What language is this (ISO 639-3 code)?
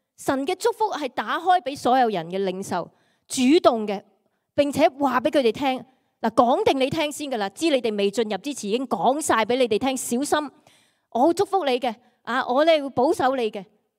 yue